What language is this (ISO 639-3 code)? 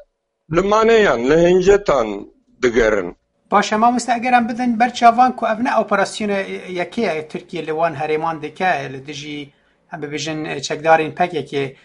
kur